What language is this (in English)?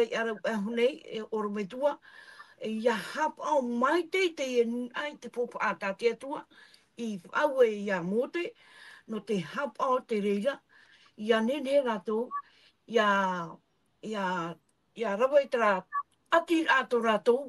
Tahitian